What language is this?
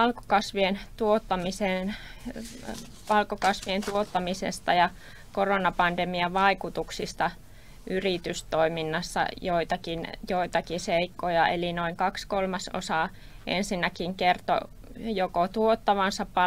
Finnish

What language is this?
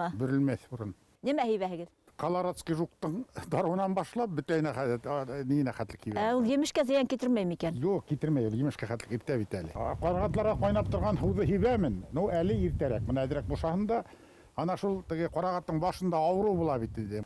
Bashkir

